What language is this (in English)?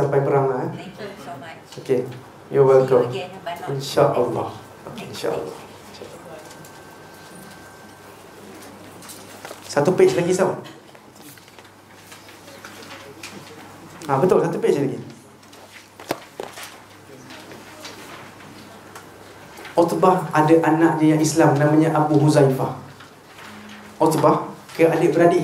Malay